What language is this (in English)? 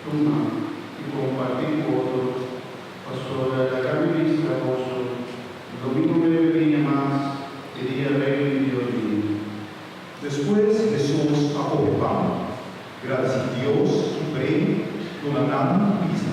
Papiamento